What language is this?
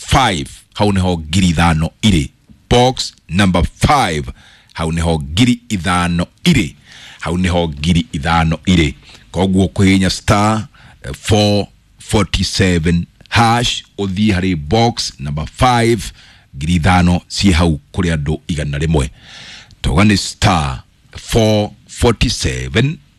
Kikuyu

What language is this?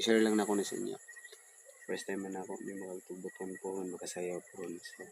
Cebuano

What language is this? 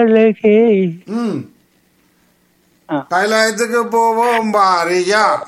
Tamil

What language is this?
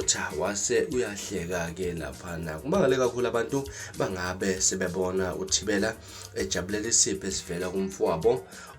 Zulu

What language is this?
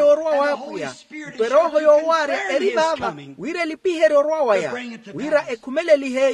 Makhuwa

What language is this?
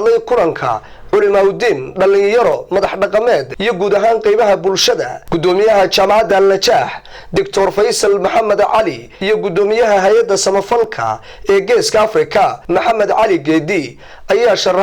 Somali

